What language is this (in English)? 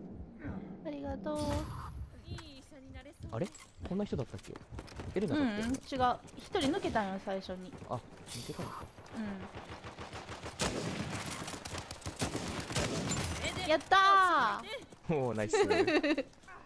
Japanese